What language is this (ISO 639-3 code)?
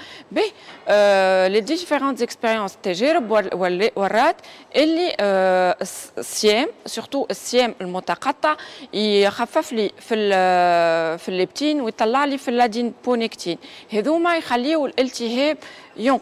aeb